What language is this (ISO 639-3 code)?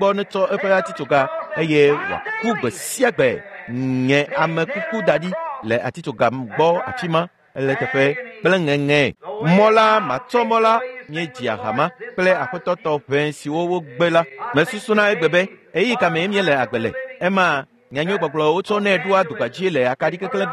ewe